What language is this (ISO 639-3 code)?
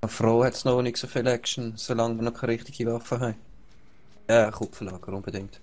gsw